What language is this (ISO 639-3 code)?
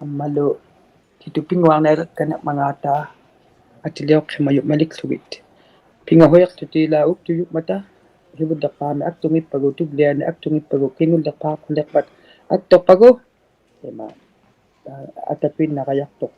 iku